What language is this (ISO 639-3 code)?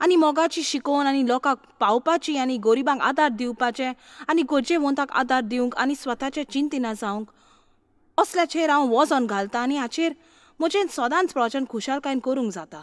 kok